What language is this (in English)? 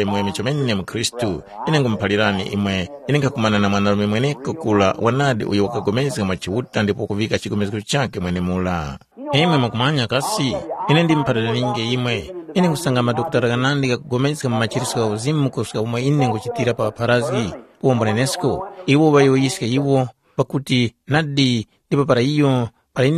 Tumbuka